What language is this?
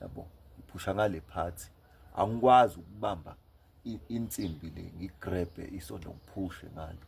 Zulu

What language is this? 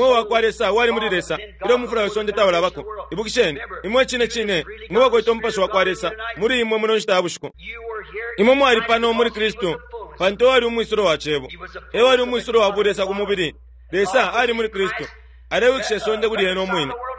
Bemba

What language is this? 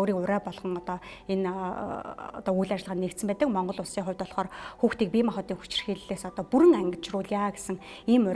Mongolian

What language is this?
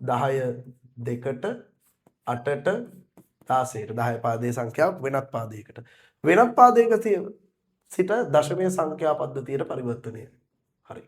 Sinhala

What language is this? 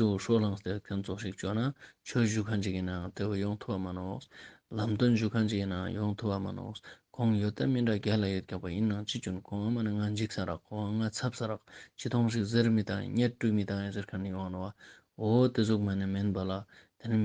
Ladakhi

